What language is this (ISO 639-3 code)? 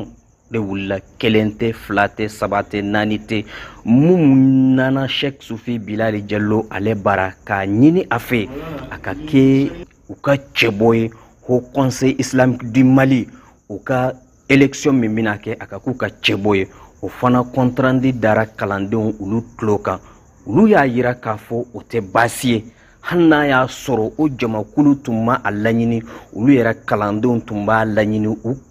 bam